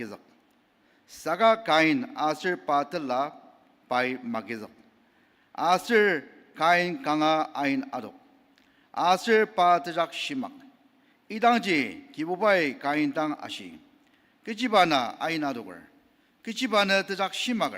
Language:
Ao Naga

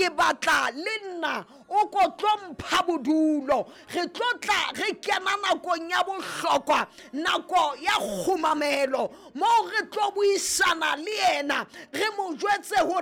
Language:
Southern Sotho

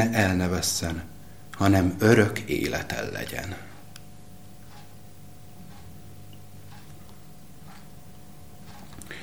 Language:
Hungarian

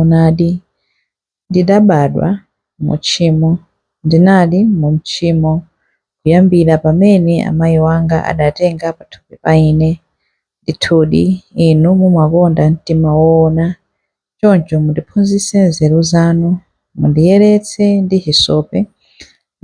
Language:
Nyanja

